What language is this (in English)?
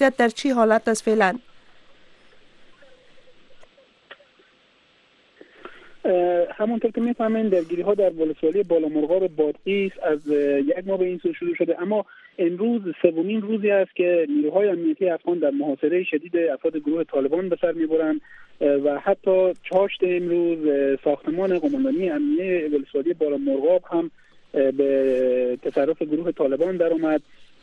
Persian